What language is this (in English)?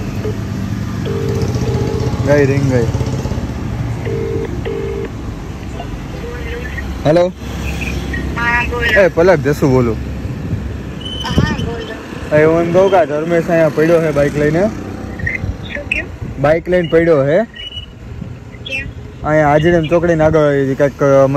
Gujarati